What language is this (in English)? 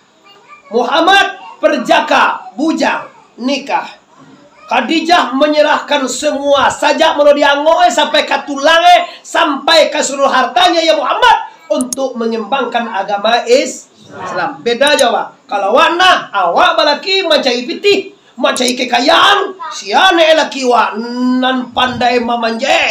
Minangkabau